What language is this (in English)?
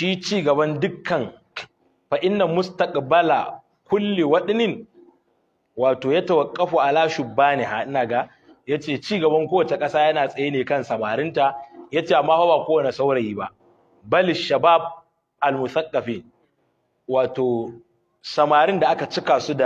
Hausa